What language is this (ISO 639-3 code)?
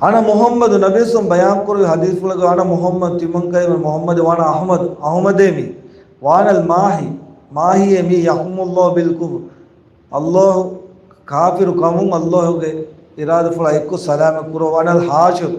div